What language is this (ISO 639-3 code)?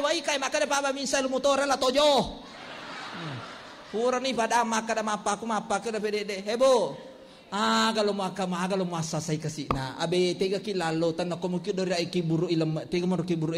bug